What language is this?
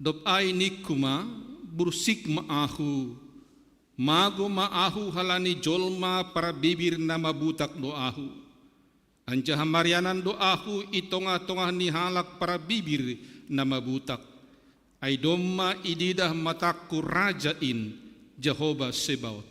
Batak Simalungun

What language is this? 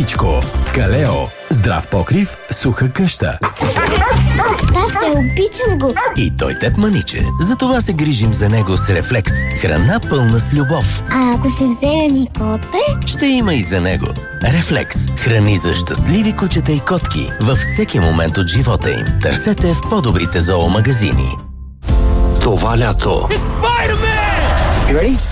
Bulgarian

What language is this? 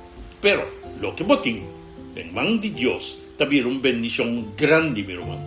Papiamento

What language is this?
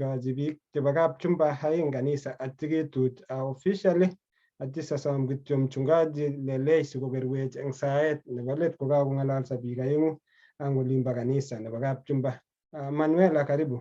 Kalenjin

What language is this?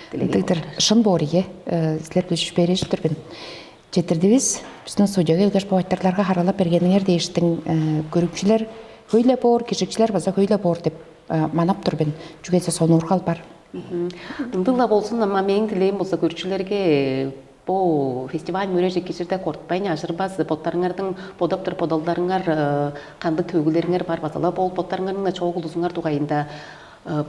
Tuvinian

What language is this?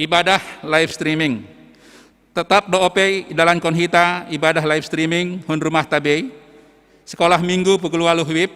Batak Simalungun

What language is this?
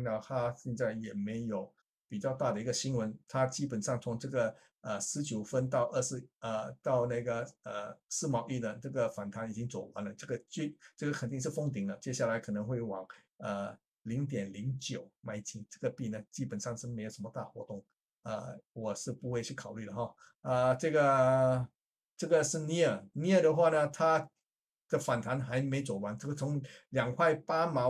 Chinese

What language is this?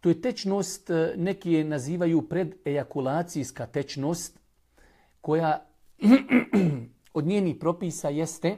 Bosnian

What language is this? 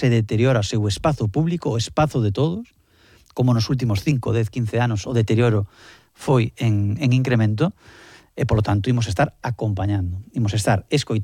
Galician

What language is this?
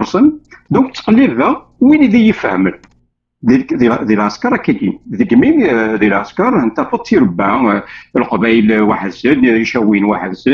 Kabyle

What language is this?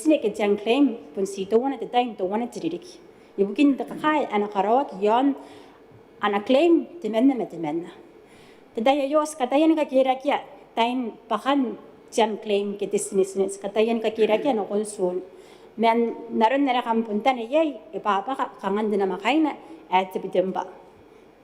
Gilbertese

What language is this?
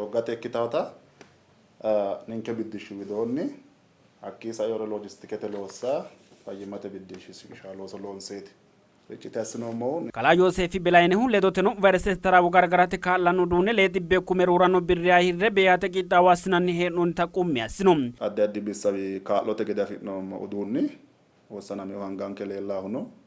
Sidamo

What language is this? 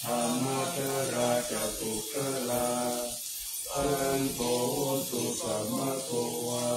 Pali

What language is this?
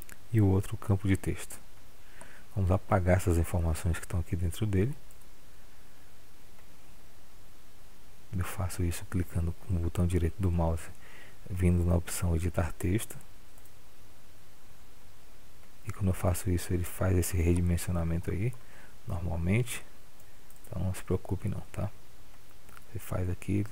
Portuguese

